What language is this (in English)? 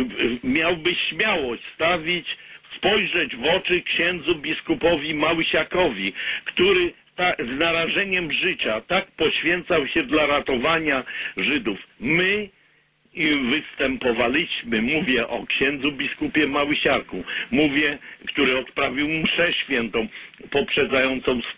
Polish